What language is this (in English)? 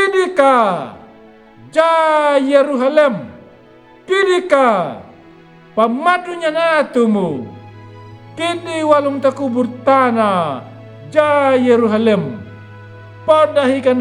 Anakalangu